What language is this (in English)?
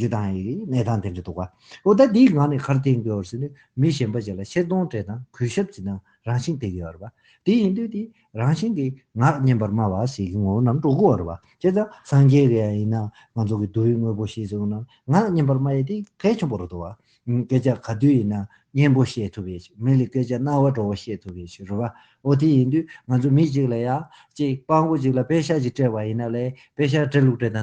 Tibetan